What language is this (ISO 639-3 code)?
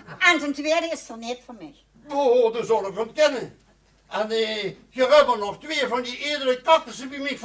lim